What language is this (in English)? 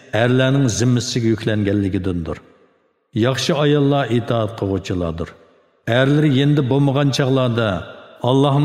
Uyghur